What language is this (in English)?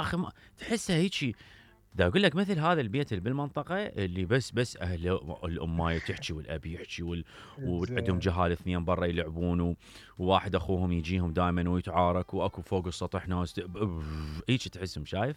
Mesopotamian Arabic